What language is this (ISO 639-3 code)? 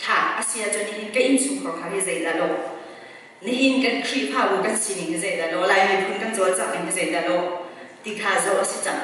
cnh